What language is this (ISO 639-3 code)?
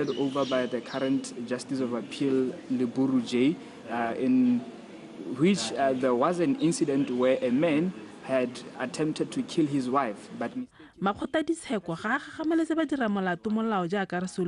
tsn